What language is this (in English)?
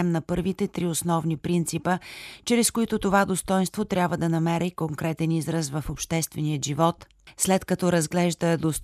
Bulgarian